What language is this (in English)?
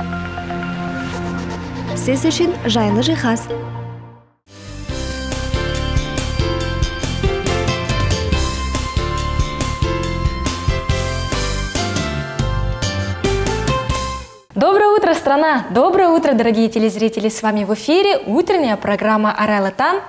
Kazakh